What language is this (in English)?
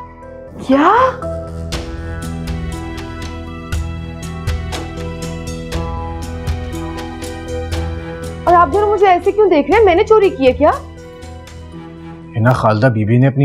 Hindi